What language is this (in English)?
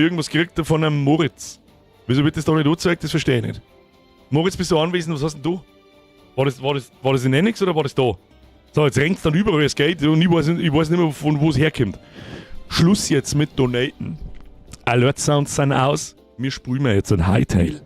Bavarian